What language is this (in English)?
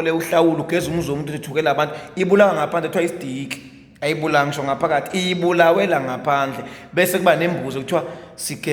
Zulu